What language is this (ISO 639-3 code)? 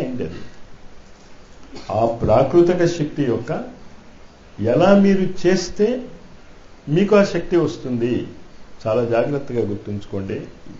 tel